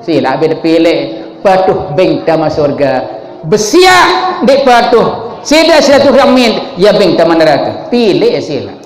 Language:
Sasak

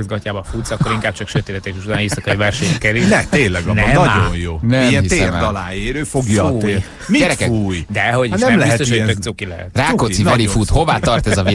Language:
Hungarian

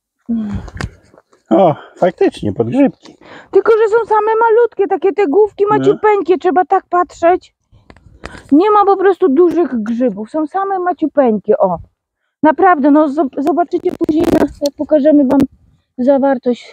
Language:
Polish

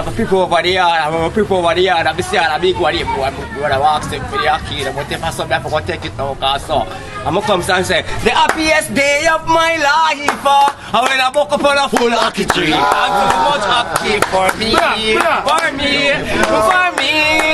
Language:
Jamaican Creole English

